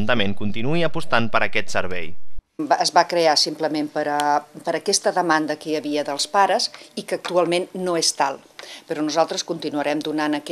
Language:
Catalan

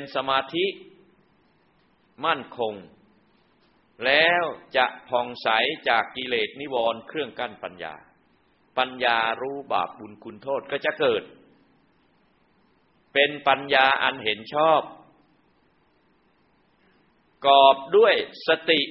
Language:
Thai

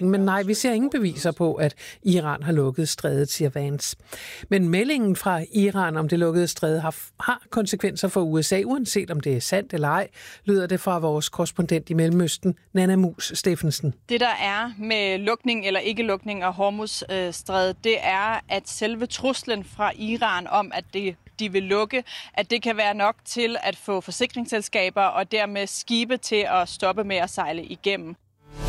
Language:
Danish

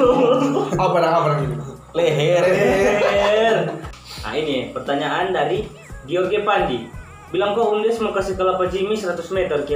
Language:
Manado Malay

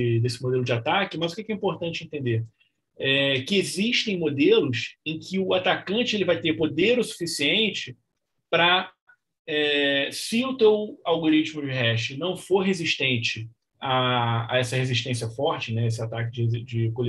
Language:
Portuguese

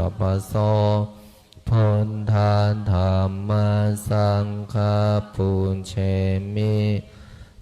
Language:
Pali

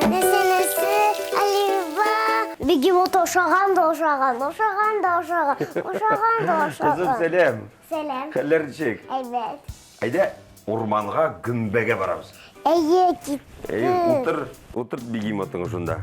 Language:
Tatar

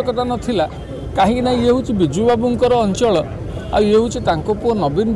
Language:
Odia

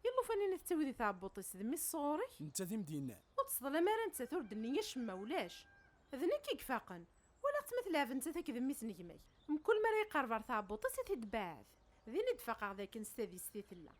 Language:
Kabyle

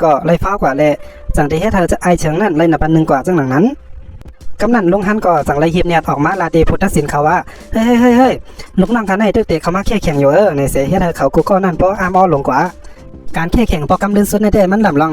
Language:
Shan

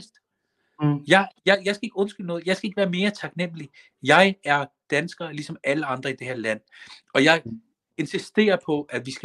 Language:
Danish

